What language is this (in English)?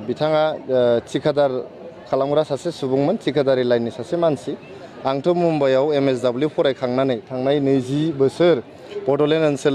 Bodo